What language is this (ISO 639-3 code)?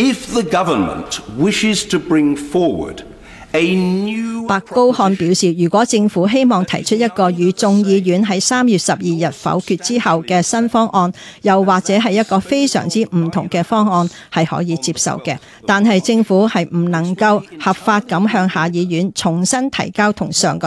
yue